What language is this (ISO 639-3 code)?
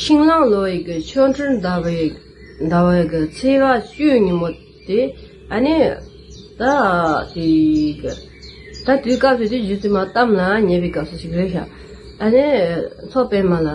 bod